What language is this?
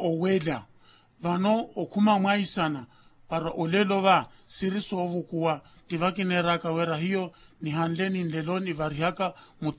Makhuwa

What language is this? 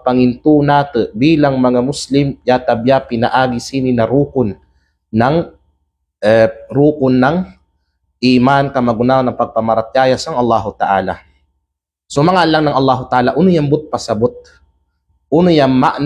Kalagan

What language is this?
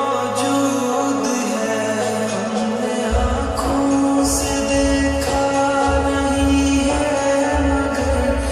Urdu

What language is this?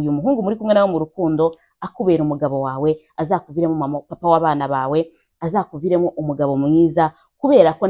Kinyarwanda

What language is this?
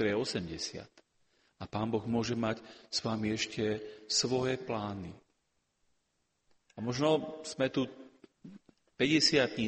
Slovak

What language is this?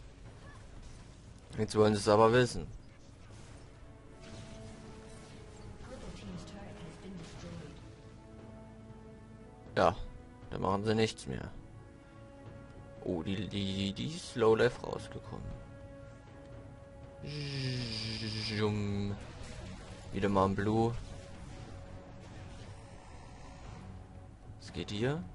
German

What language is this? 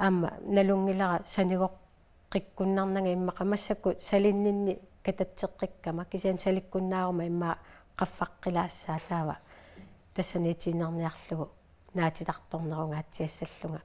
Kalaallisut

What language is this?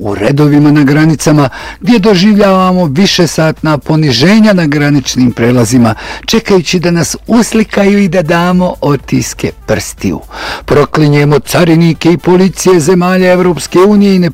Bosnian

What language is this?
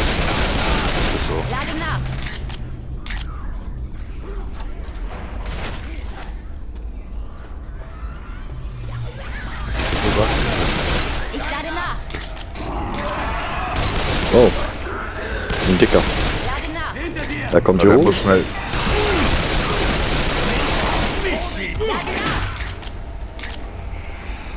German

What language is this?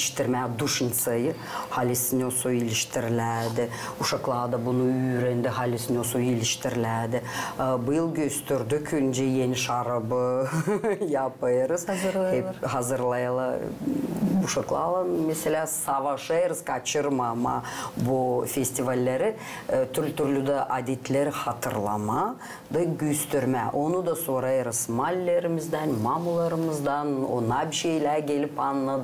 Gagauz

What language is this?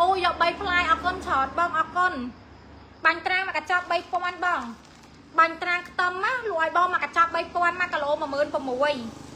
Khmer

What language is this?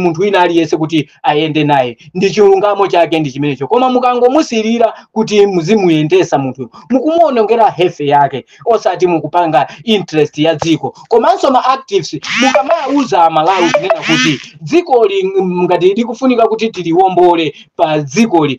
Nyanja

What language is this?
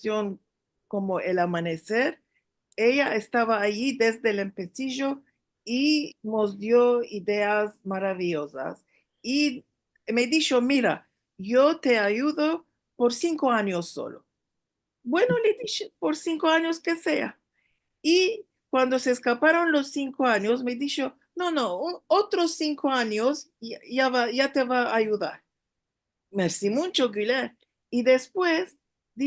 Ladino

